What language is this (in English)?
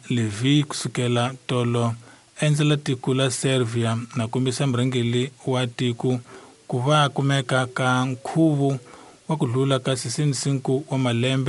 Tsonga